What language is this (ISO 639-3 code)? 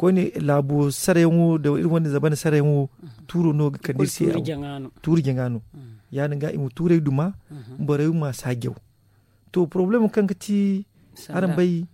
dje